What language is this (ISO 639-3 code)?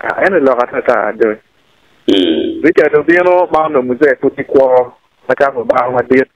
ach